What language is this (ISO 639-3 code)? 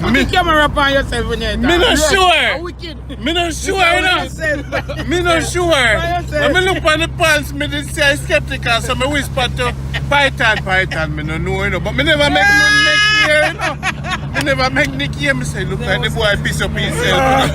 jam